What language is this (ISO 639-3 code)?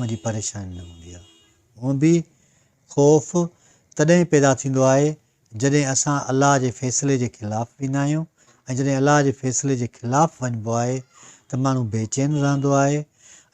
snd